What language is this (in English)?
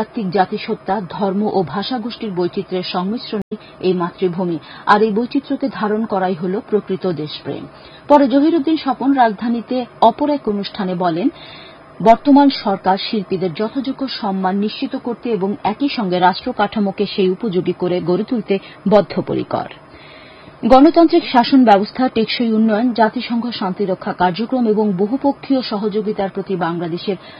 Bangla